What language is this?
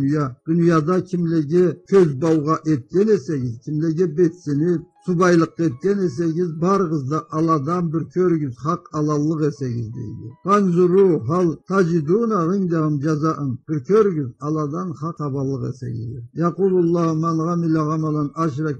Karachay-Balkar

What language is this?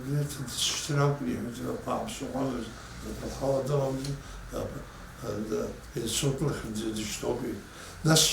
Abkhazian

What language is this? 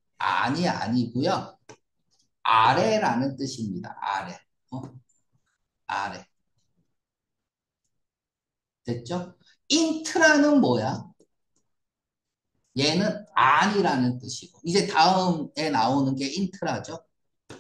Korean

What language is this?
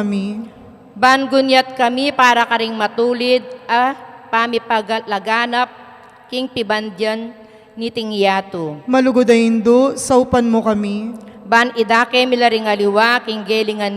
Pampanga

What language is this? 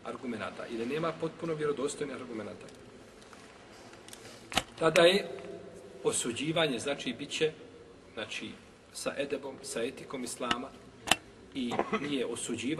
Bosnian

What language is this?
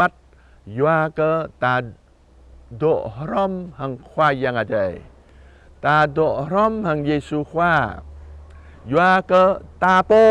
Jarai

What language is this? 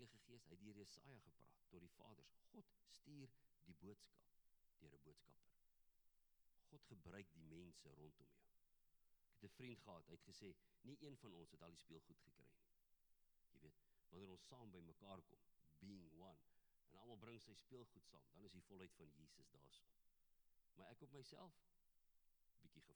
Afrikaans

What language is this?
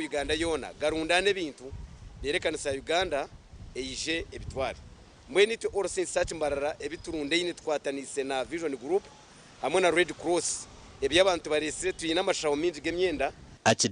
Nyankole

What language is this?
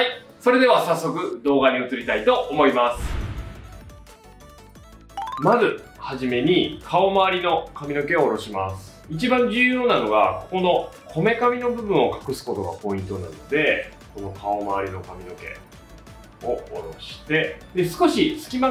Japanese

